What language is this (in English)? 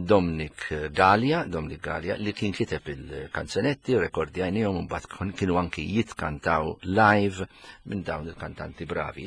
Maltese